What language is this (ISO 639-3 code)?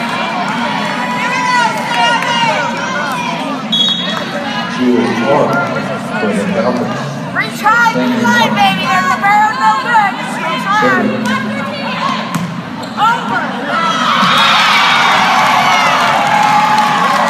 eng